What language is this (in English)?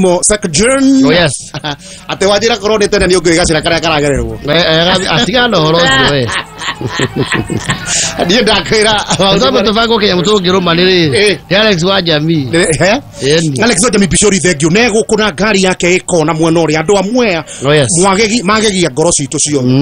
Kikuyu